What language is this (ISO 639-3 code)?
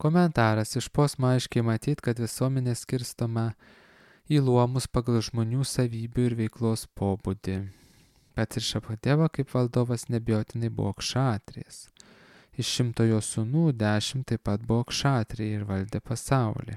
lit